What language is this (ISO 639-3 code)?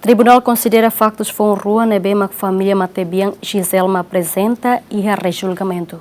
tet